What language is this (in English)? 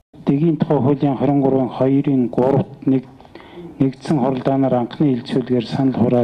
Mongolian